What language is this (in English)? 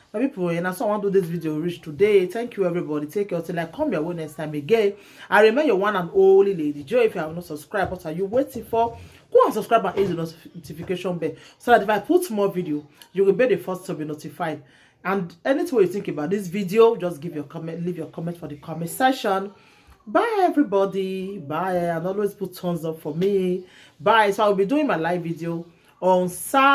Nigerian Pidgin